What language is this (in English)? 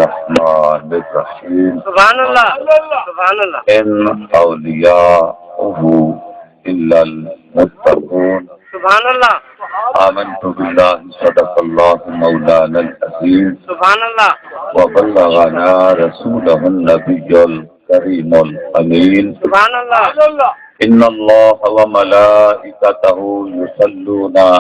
Saraiki